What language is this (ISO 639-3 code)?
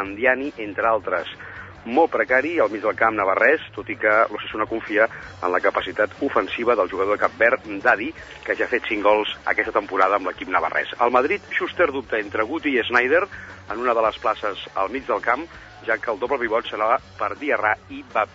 cat